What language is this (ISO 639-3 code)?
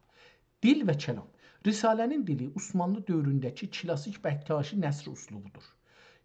azb